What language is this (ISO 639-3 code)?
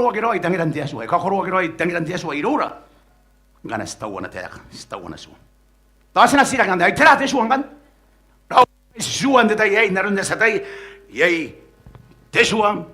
gil